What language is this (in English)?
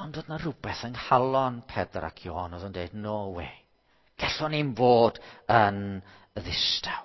Welsh